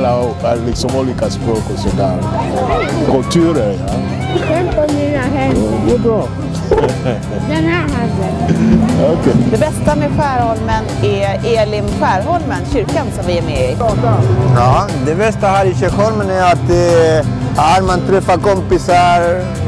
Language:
Swedish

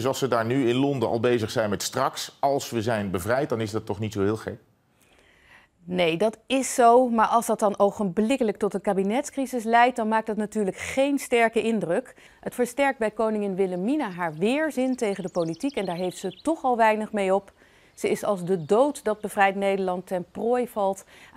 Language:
Dutch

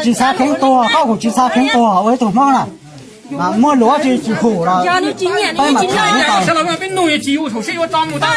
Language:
Hmong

